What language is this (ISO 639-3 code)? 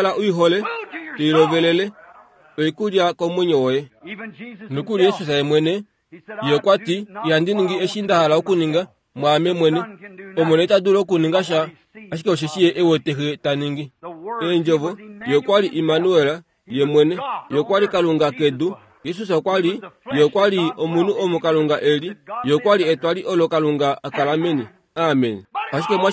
kua